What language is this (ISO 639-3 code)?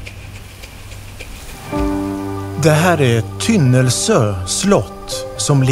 swe